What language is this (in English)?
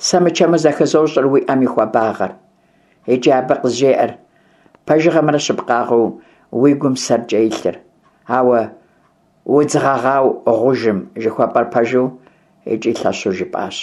Kabardian